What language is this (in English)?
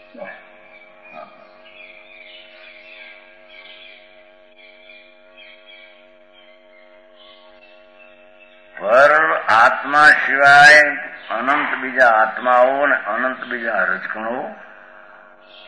Gujarati